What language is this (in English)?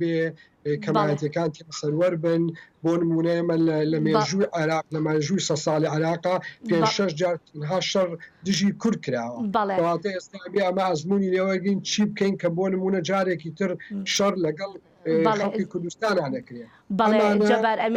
Central Kurdish